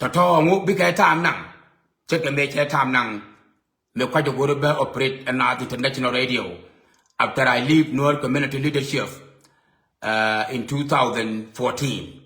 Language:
Nuer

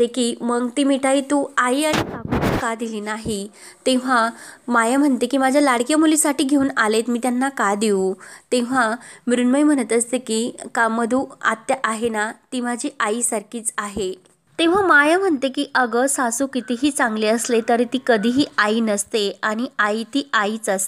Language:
Marathi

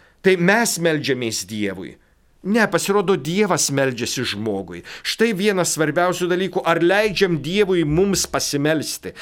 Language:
Lithuanian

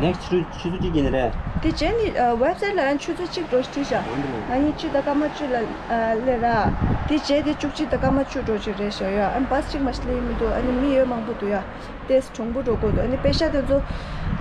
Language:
Tibetan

